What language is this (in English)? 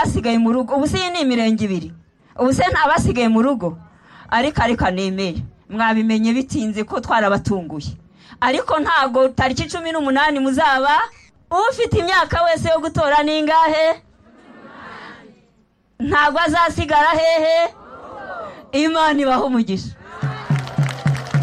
Kinyarwanda